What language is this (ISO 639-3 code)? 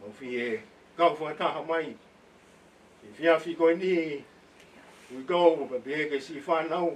ton